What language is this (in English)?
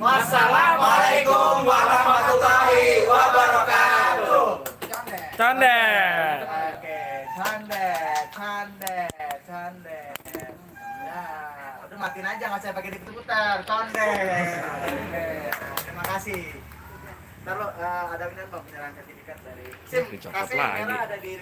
Betawi